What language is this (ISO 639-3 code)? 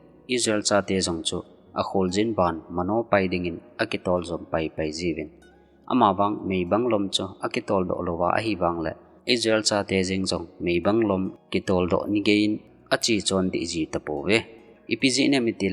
tcz